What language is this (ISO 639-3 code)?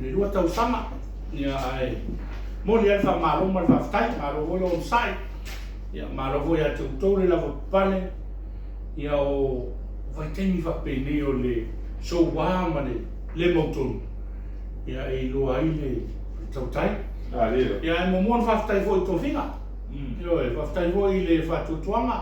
smo